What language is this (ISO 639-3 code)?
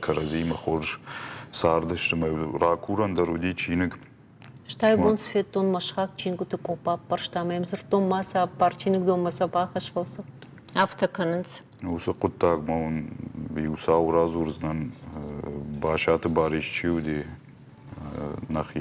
oss